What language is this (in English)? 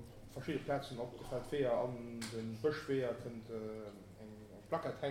Luxembourgish